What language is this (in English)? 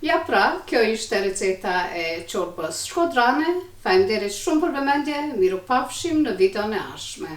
Albanian